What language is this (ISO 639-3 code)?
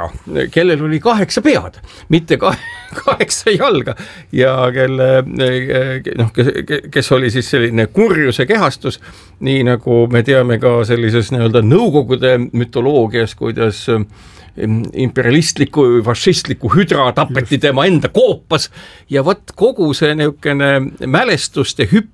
est